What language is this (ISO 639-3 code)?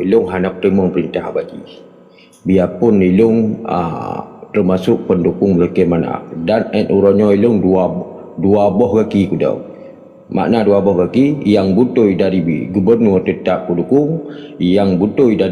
ace